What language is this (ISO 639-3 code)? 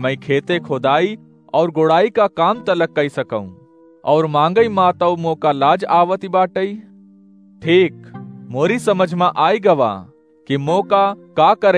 awa